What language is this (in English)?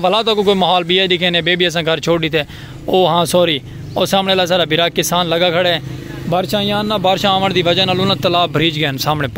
Saraiki